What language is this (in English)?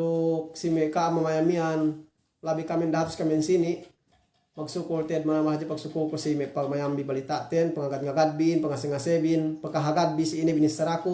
Yakan